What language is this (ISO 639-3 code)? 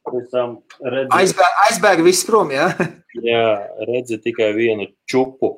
lav